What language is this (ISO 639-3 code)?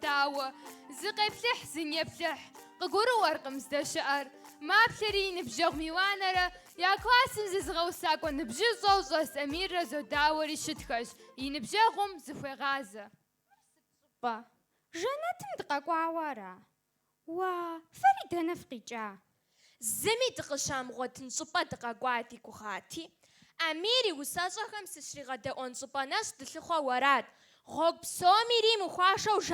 kbd